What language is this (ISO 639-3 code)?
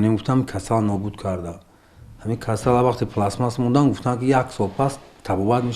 tgk